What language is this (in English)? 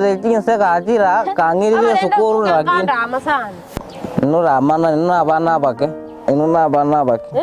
Gusii